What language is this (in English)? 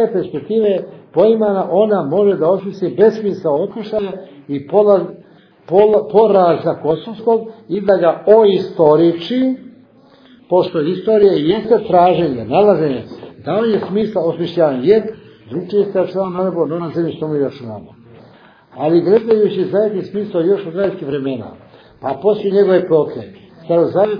Serbian